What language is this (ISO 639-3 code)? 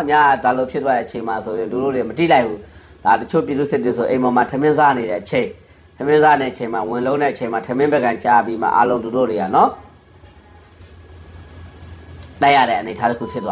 mya